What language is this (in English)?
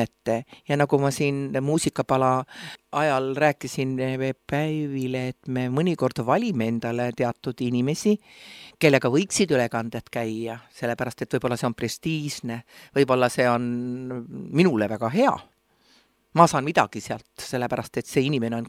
Estonian